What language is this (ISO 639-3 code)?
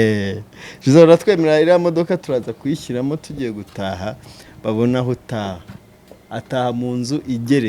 kin